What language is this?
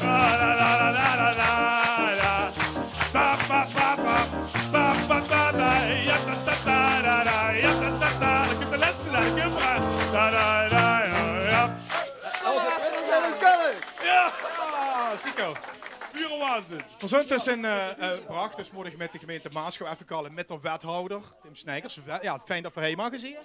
Limburgish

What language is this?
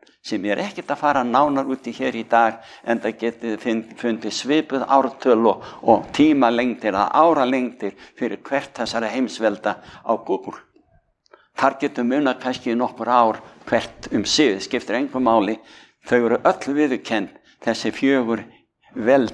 Icelandic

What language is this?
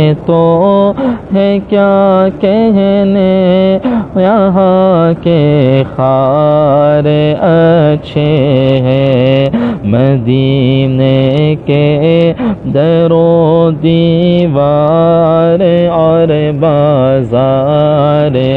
Urdu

